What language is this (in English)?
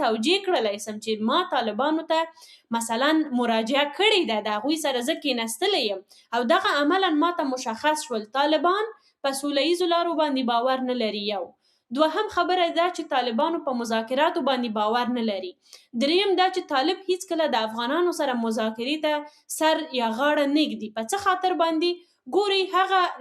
Pashto